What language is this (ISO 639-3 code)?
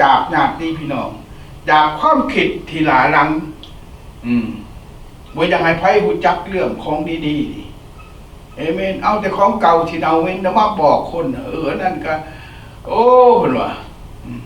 lao